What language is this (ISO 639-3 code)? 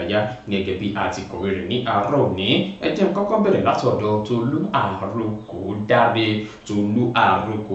yor